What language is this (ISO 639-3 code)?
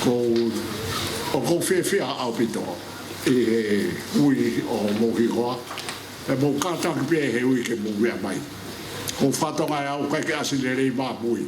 ton